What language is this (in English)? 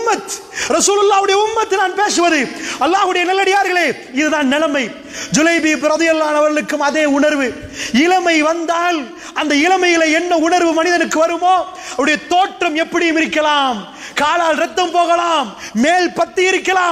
Tamil